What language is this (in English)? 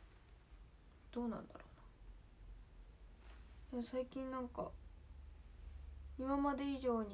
Japanese